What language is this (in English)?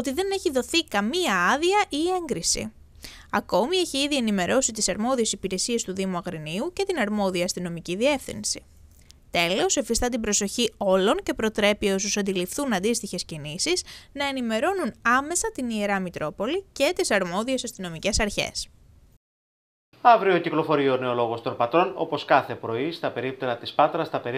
Greek